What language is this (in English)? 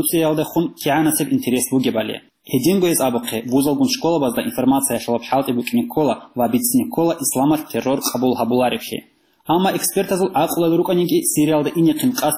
Avaric